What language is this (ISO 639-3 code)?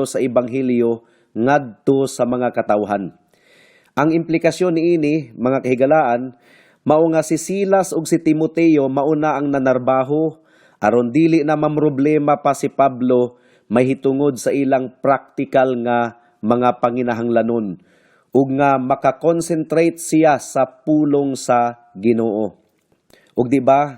ceb